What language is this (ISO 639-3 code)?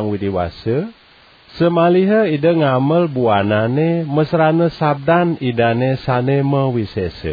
ban